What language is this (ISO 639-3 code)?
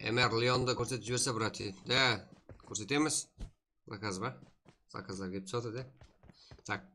kaa